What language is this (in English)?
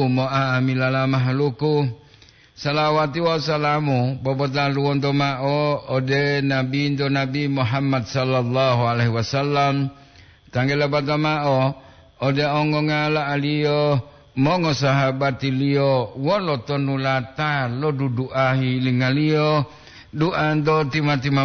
Gorontalo